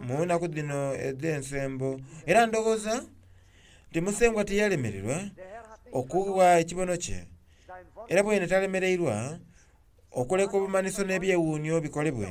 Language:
Soga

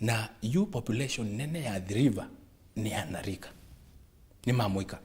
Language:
Kamba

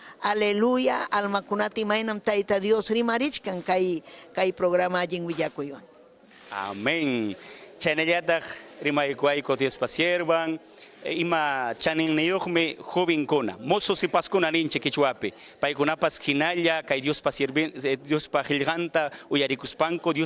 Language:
Ayacucho Quechua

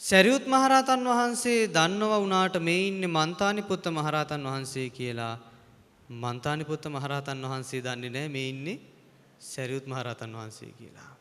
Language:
Sinhala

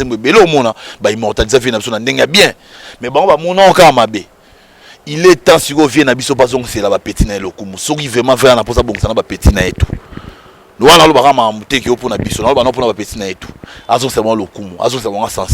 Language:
Lingala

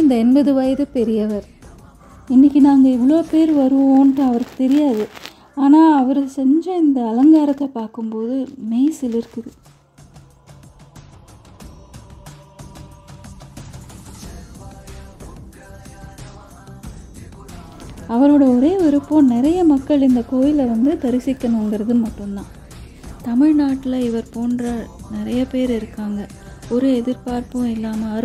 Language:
Tamil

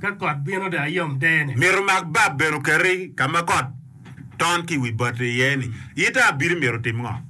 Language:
Acoli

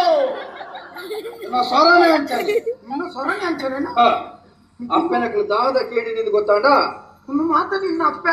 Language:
Tulu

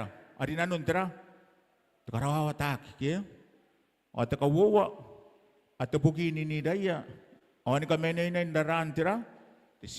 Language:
Gilbertese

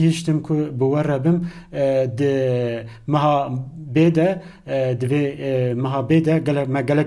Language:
Kurdish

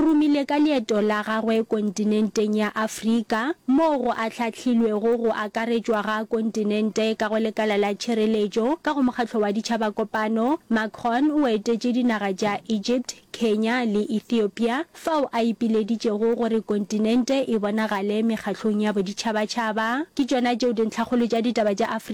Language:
Northern Sotho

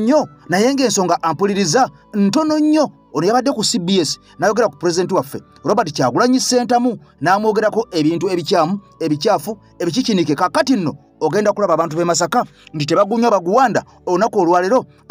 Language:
Ganda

